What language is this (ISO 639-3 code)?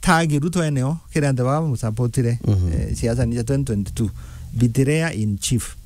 mer